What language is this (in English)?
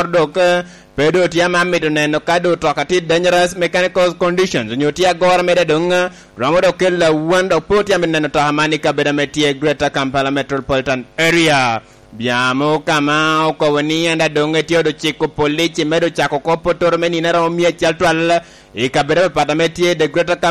Lango (Uganda)